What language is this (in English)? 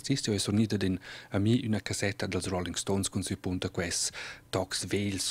Romansh